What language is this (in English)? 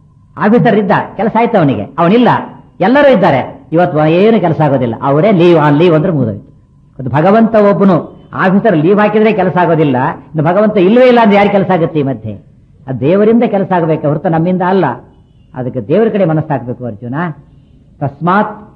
Kannada